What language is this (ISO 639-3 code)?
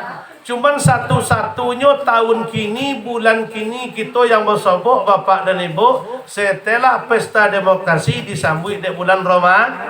min